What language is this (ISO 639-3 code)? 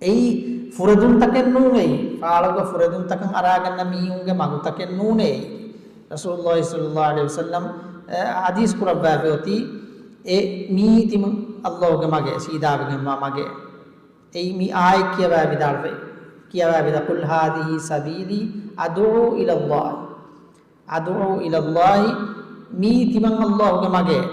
div